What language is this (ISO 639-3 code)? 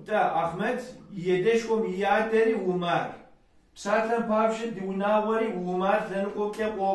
kbd